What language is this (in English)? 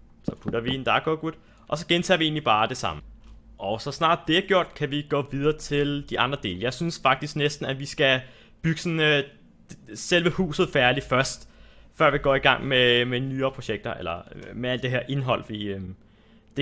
Danish